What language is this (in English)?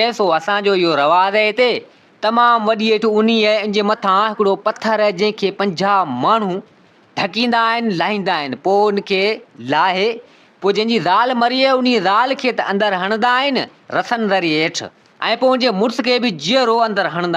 Sindhi